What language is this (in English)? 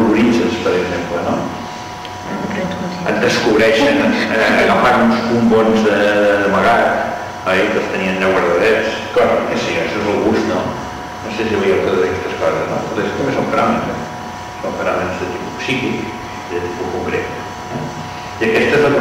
Catalan